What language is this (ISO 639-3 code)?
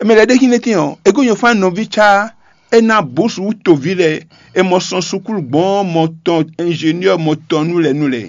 fon